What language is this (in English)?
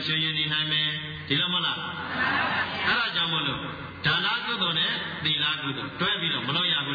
Burmese